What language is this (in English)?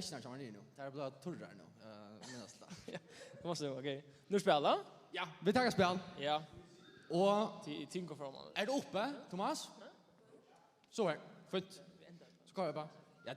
Faroese